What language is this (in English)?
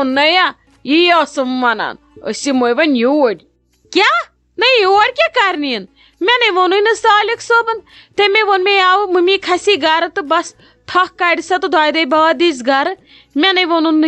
Kashmiri